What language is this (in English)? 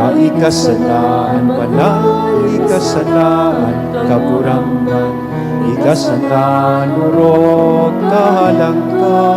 Bikol